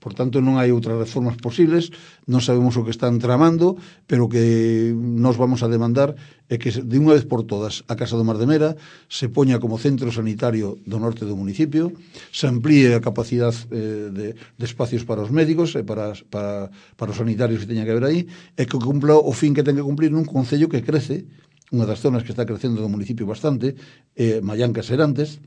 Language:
Galician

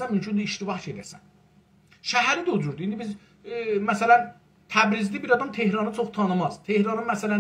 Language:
South Azerbaijani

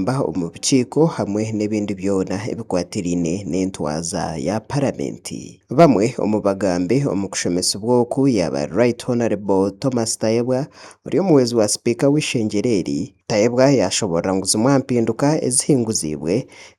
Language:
Nyankole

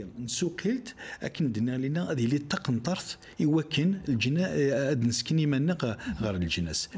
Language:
Kabyle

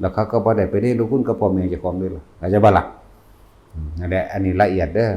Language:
Northeastern Thai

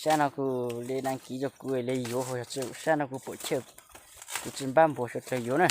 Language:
Hmong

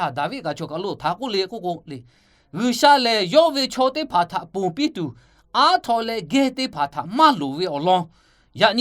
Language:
Lahu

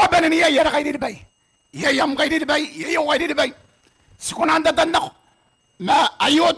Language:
Gilbertese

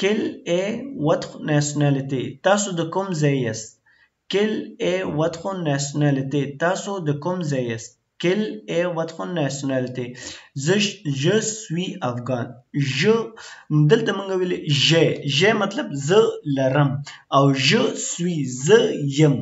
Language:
Pashto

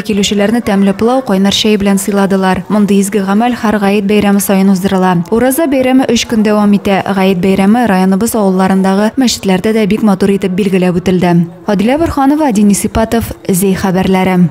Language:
Tatar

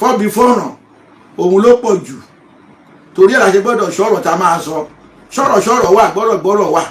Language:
Yoruba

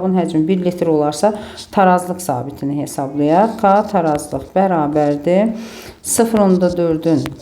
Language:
Azerbaijani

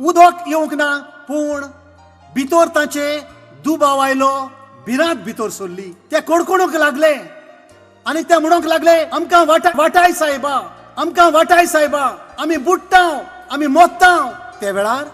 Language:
Konkani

